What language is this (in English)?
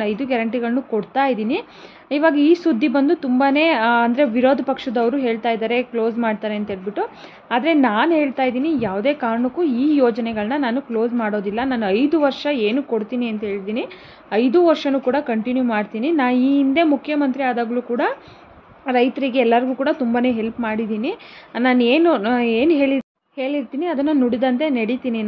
Kannada